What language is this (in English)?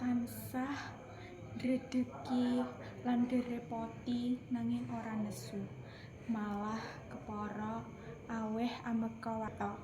Javanese